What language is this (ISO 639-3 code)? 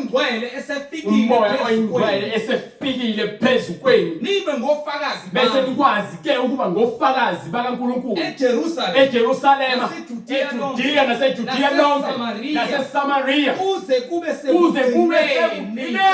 zul